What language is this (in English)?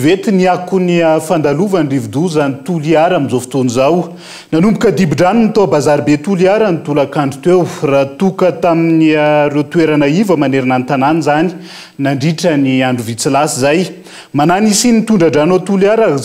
Malagasy